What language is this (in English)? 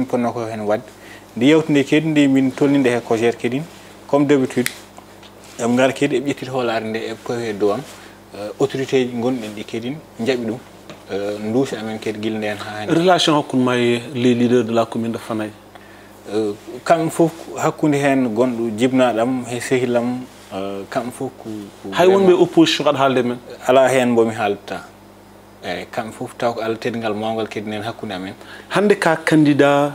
Fula